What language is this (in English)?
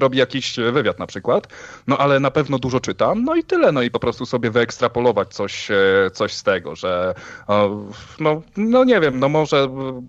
Polish